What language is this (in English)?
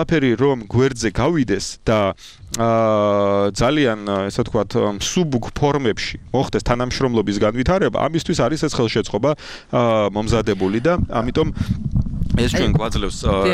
Georgian